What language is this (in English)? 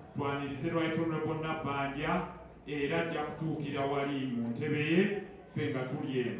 Ganda